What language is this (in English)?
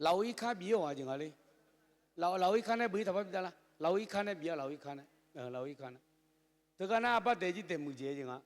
Akha